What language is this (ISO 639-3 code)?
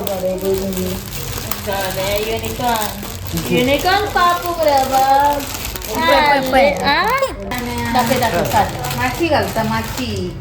kok